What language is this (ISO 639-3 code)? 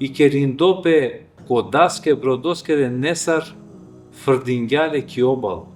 rmn